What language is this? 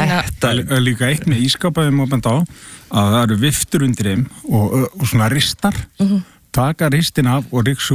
Icelandic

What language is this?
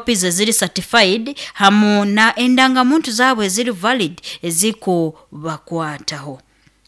Nyoro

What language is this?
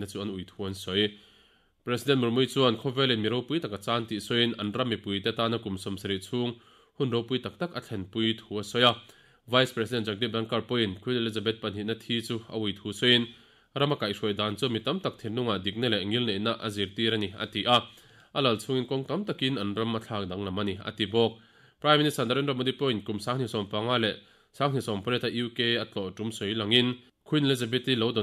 Mizo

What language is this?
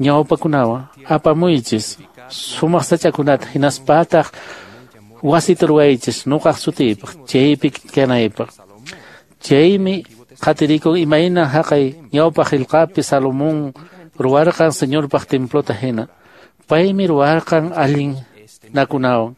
Quechua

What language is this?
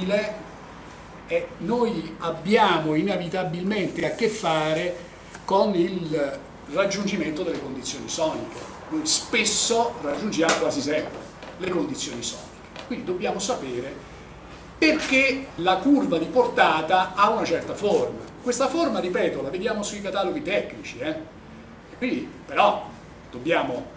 Italian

